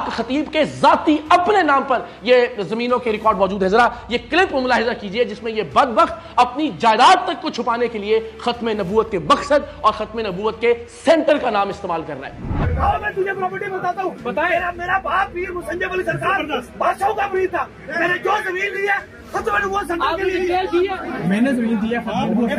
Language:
Urdu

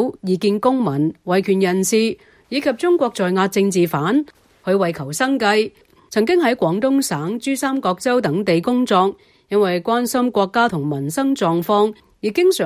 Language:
Cantonese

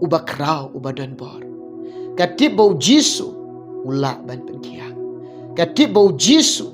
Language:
Khasi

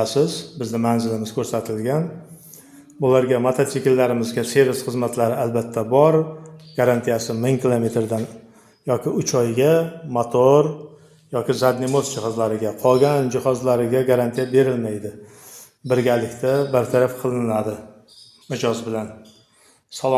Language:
Uzbek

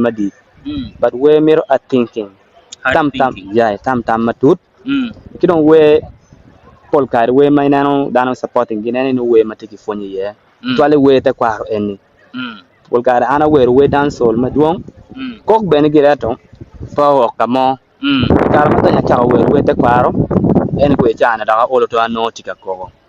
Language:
Acoli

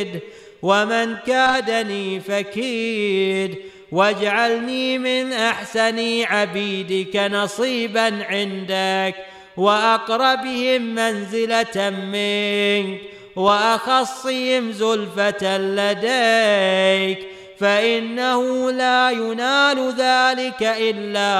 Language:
Arabic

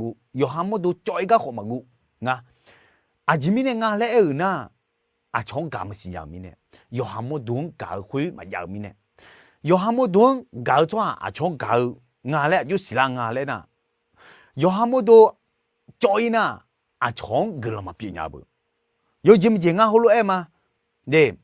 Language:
Akha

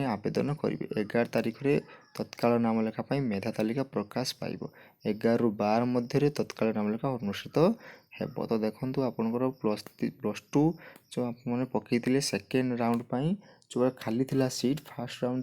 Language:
Odia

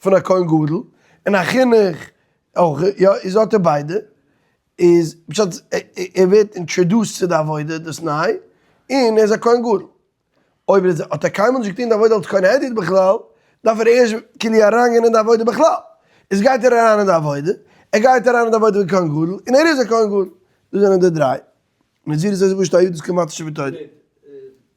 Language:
Yiddish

